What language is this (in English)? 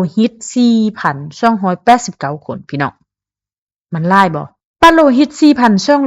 Lao